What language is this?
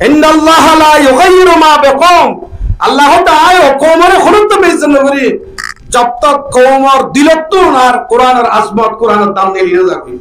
Rohingya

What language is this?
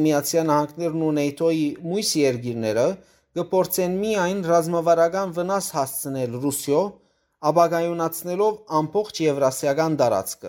Western Armenian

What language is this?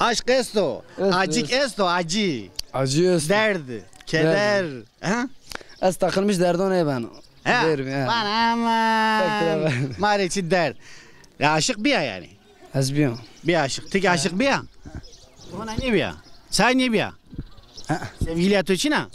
Zaza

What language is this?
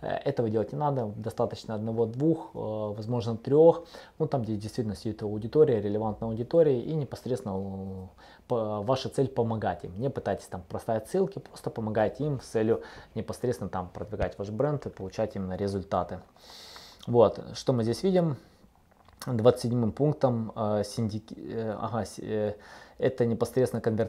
Russian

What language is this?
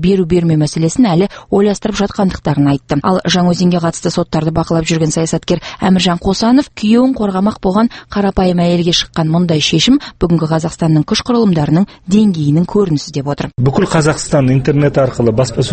Kazakh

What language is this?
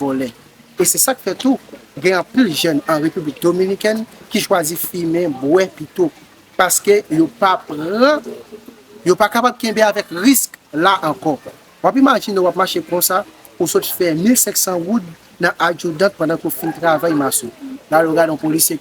Haitian Creole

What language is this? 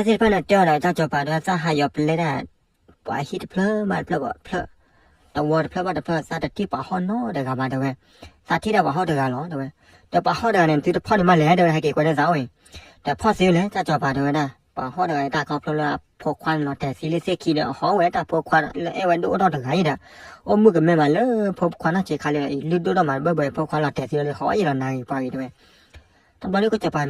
S'gaw Karen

